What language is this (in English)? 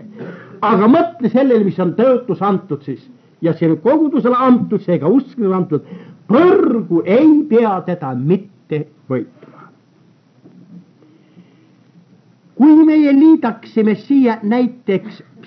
Estonian